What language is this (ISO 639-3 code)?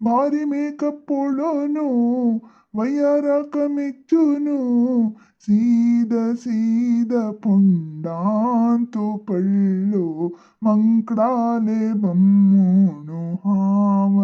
kok